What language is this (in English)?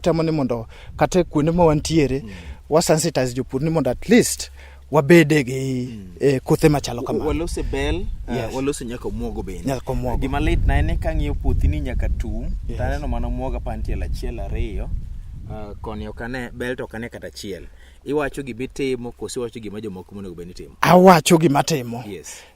Luo (Kenya and Tanzania)